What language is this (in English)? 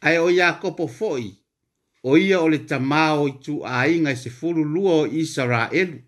Samoan